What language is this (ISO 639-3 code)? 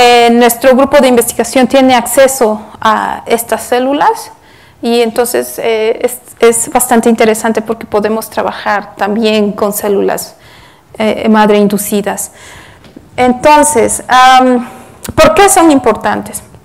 spa